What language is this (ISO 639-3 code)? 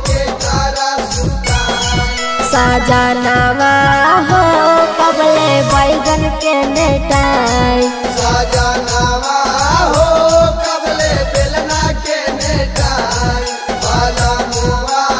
bho